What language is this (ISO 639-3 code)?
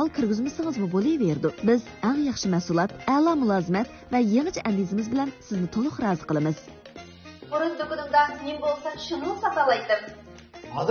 uig